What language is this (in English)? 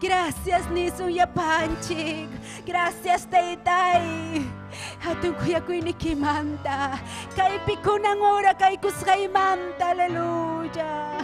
Ayacucho Quechua